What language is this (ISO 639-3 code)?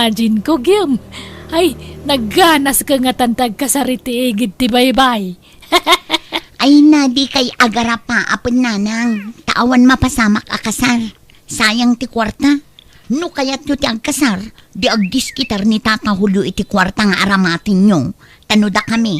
ilo